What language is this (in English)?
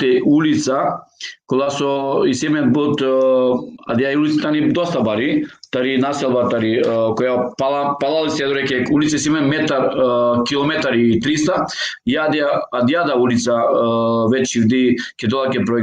Balkan Romani